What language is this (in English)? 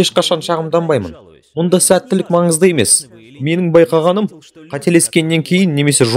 Kazakh